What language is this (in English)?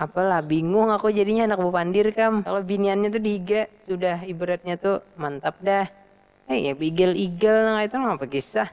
Banjar